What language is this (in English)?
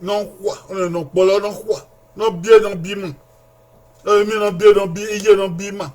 Bini